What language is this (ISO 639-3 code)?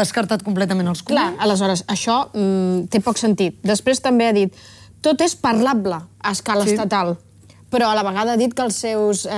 cat